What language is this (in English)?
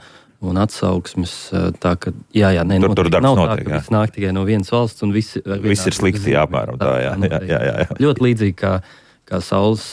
Latvian